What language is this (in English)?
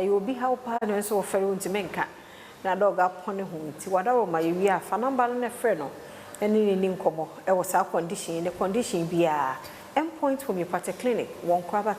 Akan